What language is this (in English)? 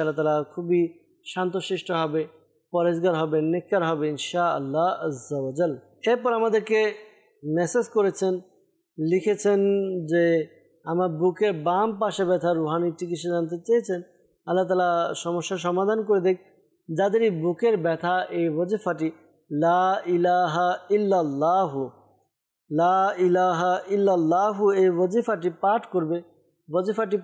Bangla